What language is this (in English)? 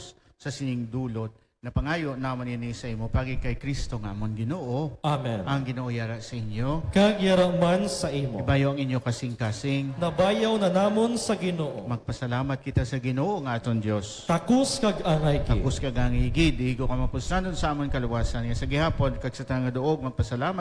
Hiligaynon